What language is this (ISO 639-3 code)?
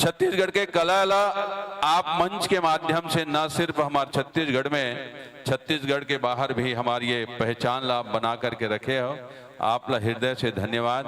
hne